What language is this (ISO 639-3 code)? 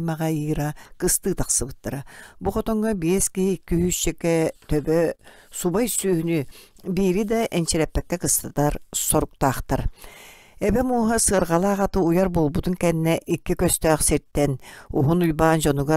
sah